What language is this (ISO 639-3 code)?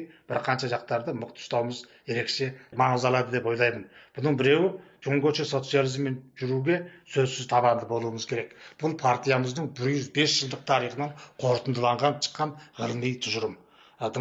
kaz